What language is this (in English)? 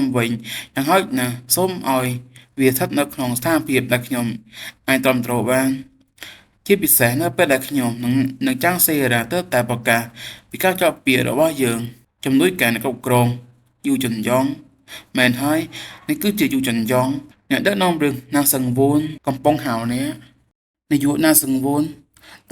Khmer